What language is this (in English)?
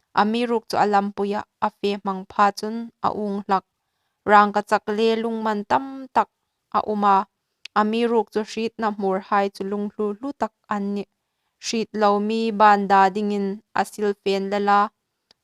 Hmar